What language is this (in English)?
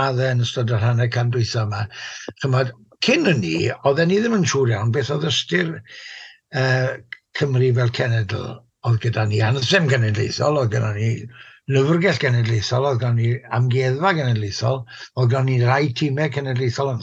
Welsh